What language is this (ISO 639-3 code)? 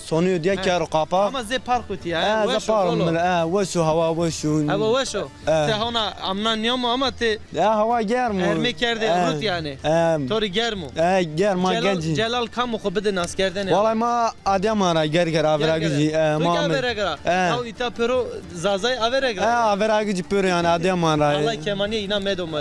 zza